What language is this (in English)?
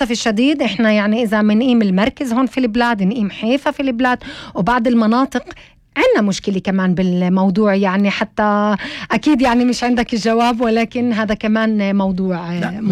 North Levantine Arabic